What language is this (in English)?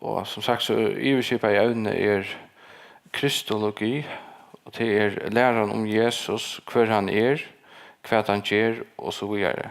Faroese